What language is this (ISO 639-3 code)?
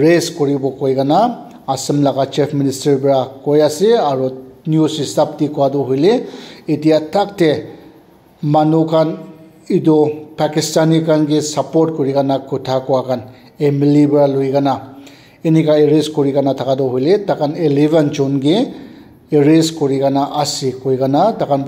nag